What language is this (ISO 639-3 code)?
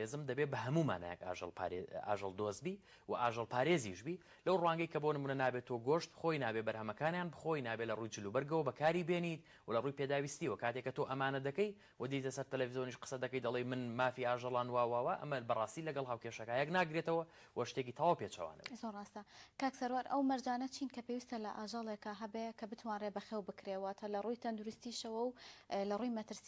ckb